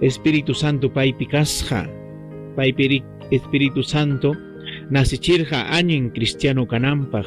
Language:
Ayacucho Quechua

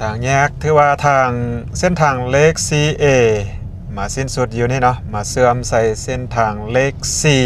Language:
Lao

